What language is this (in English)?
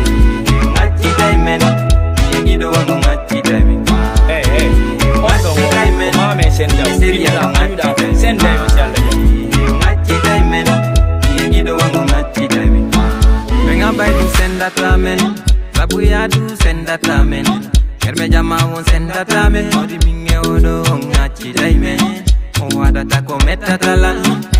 Fula